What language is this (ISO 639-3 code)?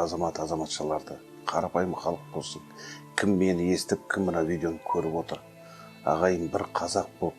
kaz